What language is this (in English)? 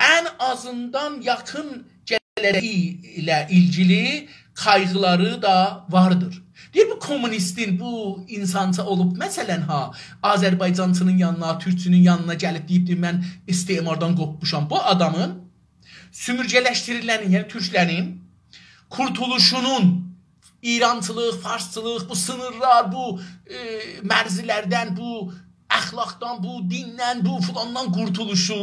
South Azerbaijani